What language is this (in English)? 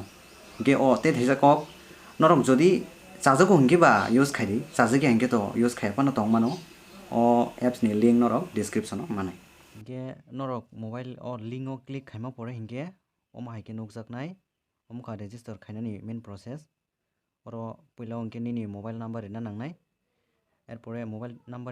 Kok Borok